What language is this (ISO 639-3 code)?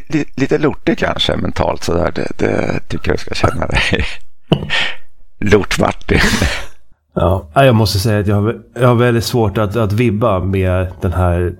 swe